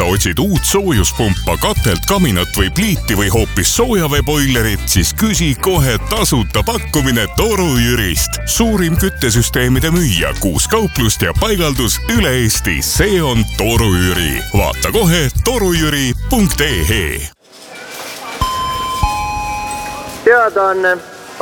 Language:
Estonian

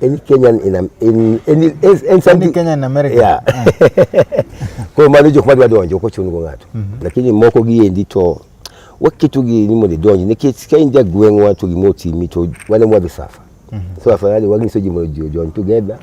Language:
Luo (Kenya and Tanzania)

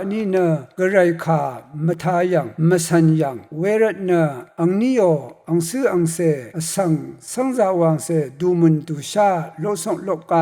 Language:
Rawang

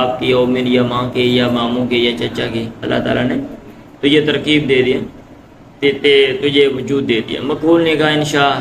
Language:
Urdu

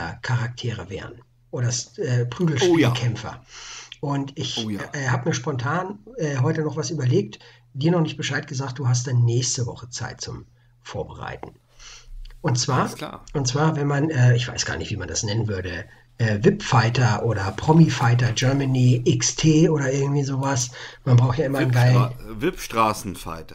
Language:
German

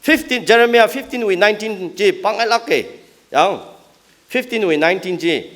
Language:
Tangkhul Naga (India)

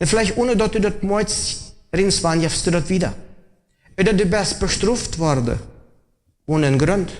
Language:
Plautdietsch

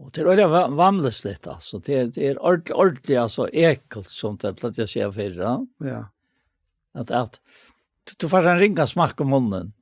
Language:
Faroese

